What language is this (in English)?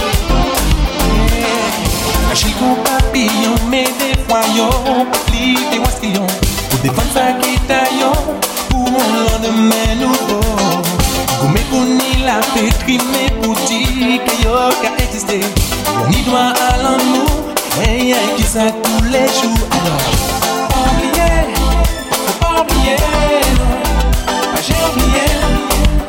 French